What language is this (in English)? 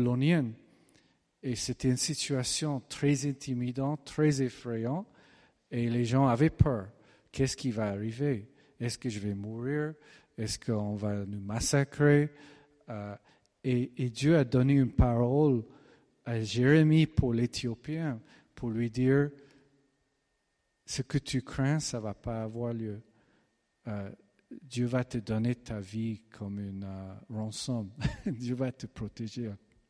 French